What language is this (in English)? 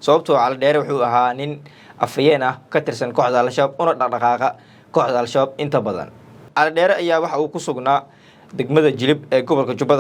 Somali